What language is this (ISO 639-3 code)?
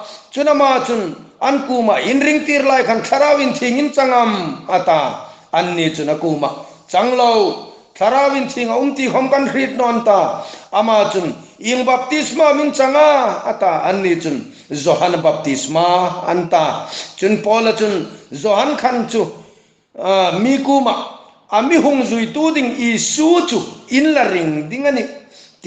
hmr